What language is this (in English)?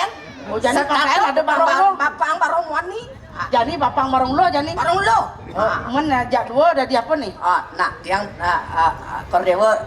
Balinese